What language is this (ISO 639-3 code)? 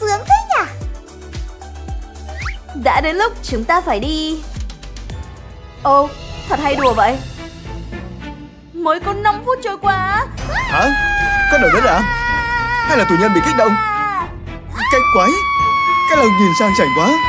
vie